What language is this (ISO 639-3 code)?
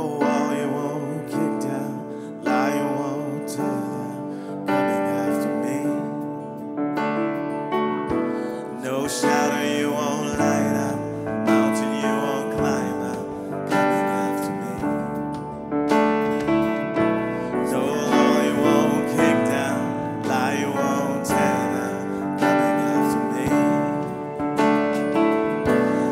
eng